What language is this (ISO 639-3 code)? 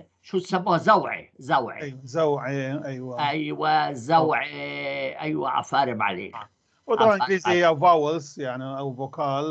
apc